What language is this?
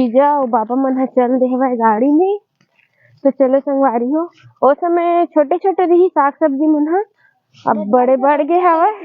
Chhattisgarhi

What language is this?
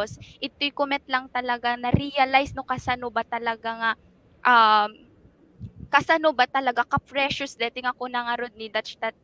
Iloko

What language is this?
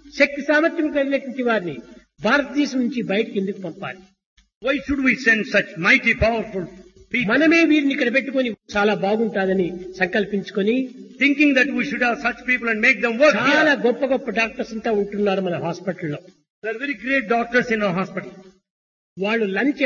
Telugu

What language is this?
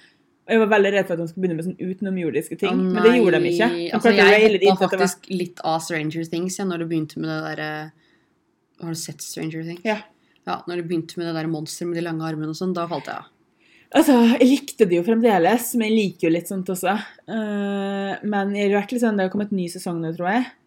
Norwegian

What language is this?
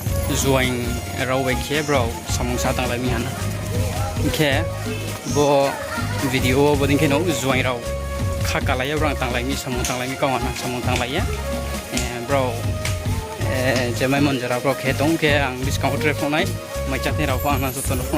Riang (India)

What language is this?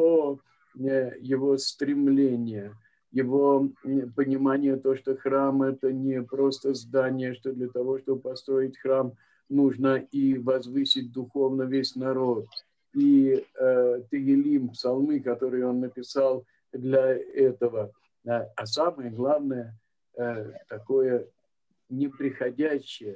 Russian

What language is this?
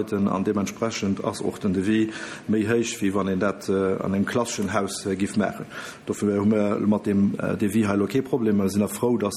Luxembourgish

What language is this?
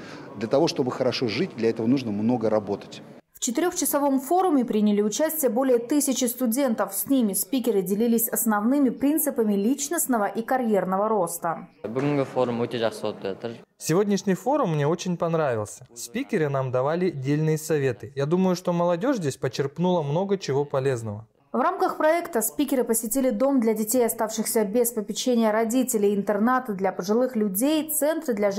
Russian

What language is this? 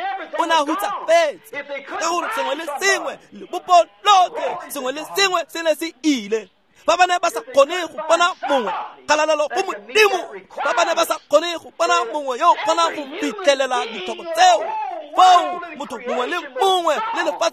Tswana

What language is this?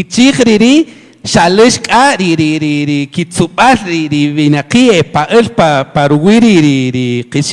Kaqchikel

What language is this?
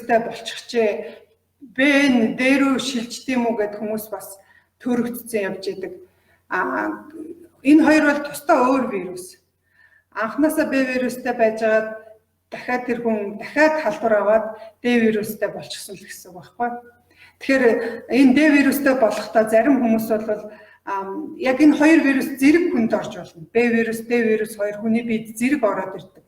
Mongolian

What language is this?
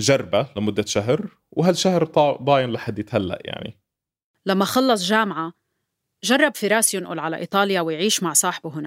North Levantine Arabic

